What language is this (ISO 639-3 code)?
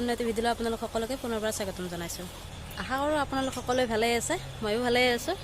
asm